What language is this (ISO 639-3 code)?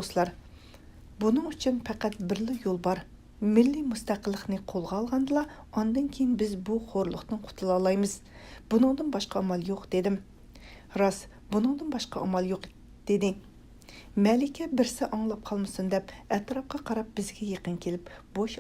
uig